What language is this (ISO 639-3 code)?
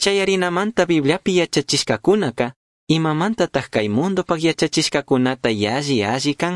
qug